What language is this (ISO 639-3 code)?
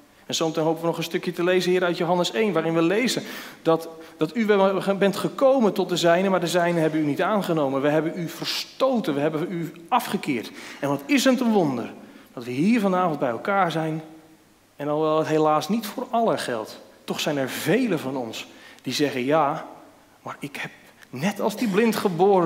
nld